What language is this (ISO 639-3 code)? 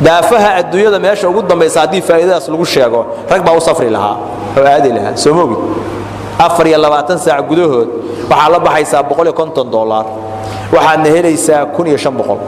som